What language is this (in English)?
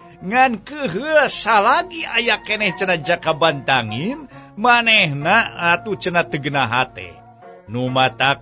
Sundanese